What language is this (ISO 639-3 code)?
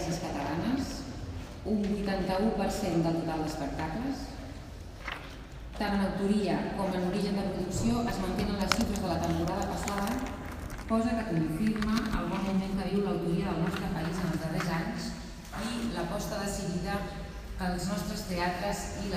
cat